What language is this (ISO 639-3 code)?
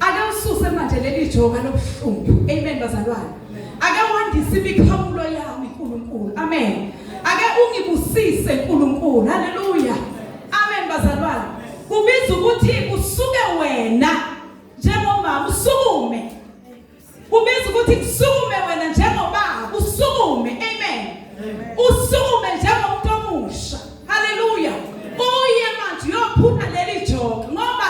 zul